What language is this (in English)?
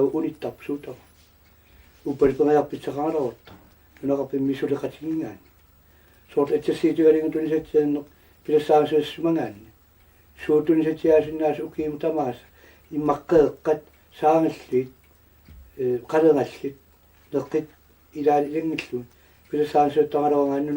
Kalaallisut